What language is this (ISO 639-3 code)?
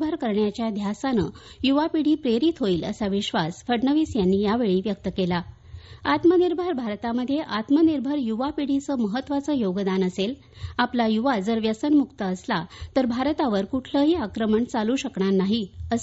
mar